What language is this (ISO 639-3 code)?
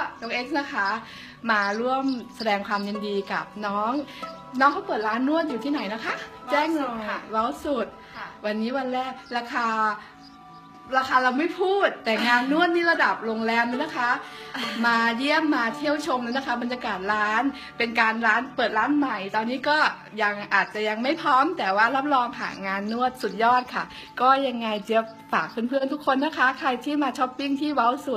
tha